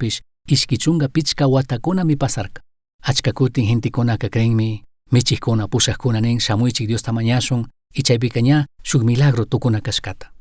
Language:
Chimborazo Highland Quichua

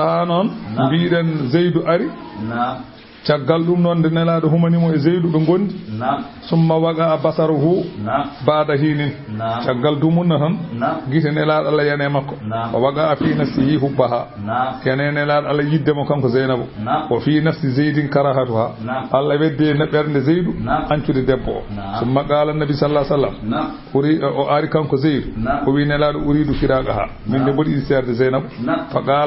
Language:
Fula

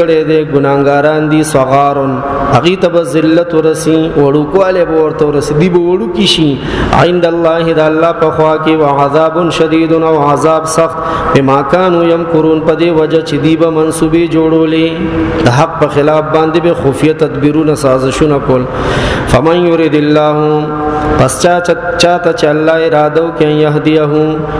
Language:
Pashto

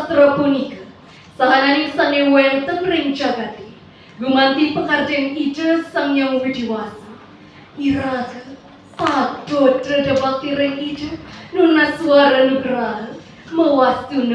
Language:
Balinese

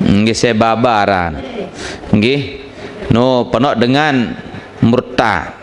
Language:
Sasak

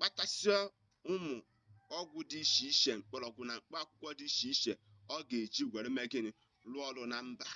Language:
Igbo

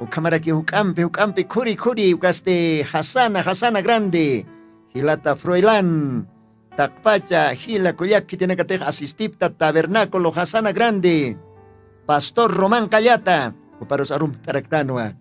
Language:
Aymara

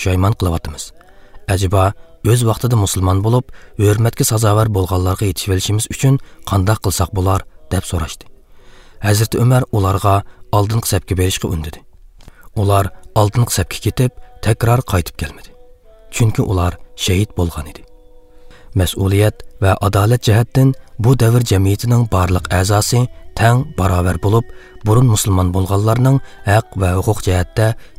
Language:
Uyghur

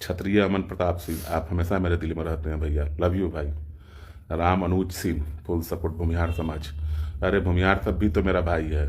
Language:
Bhojpuri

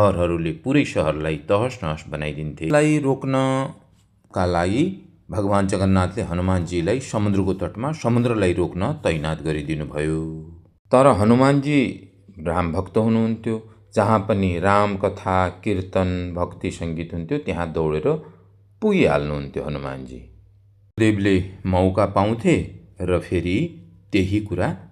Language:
Nepali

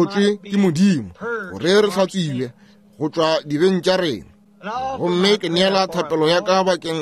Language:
Northern Sotho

